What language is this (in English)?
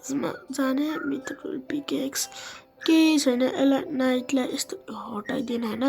Nepali